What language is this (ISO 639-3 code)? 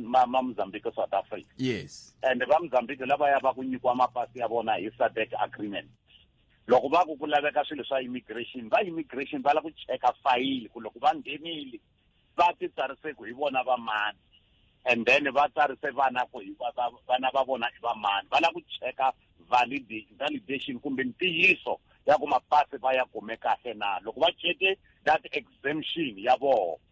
tso